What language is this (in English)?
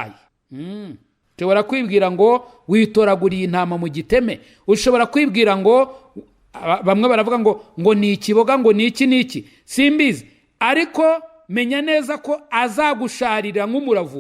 Kinyarwanda